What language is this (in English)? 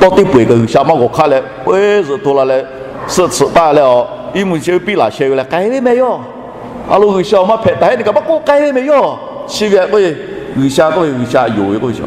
Lahu